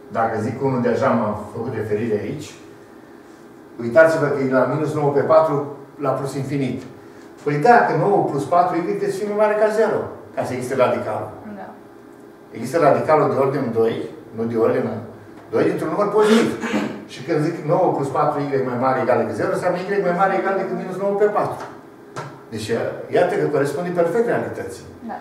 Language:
Romanian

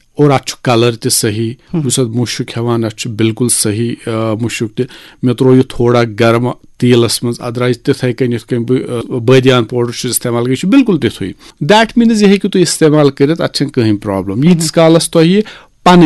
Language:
Kashmiri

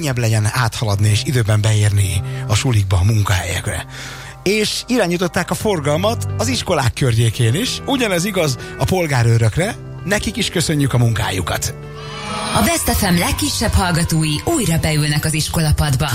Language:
Hungarian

